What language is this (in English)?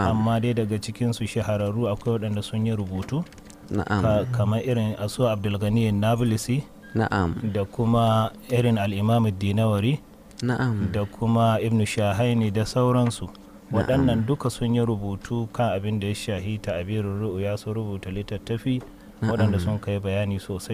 Hausa